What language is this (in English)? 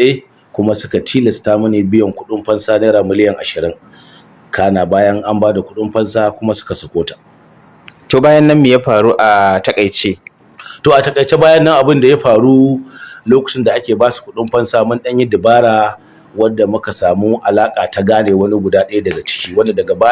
Hausa